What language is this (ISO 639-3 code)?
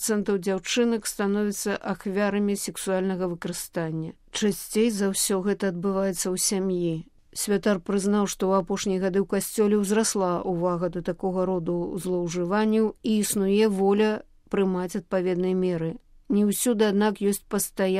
bel